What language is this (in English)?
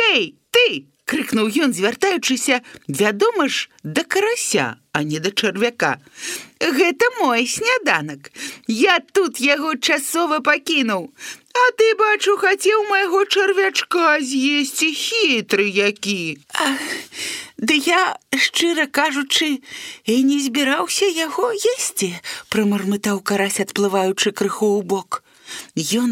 Belarusian